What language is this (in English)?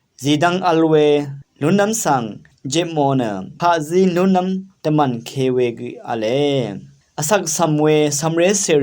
Rawang